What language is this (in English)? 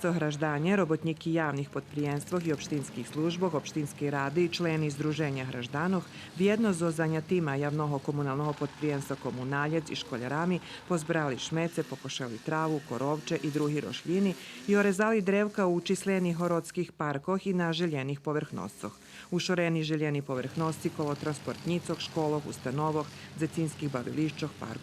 Rusyn